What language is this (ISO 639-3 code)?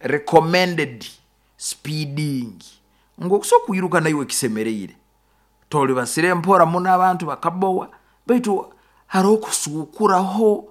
nyo